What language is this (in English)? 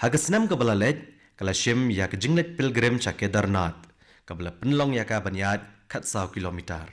Khasi